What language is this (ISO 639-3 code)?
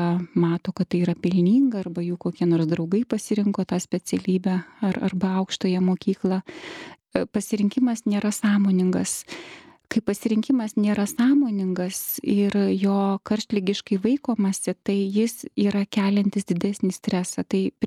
lit